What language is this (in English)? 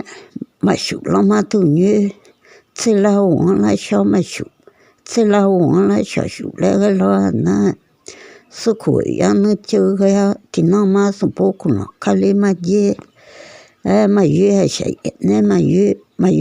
Akha